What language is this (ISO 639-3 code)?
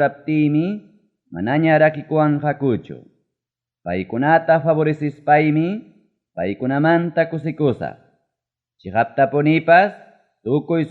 quy